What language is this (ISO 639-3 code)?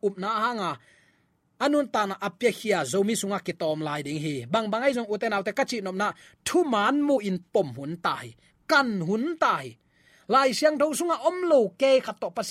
ctd